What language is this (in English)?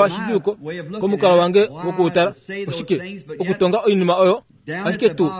Kuanyama